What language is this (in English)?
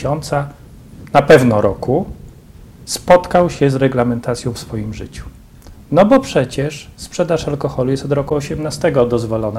Polish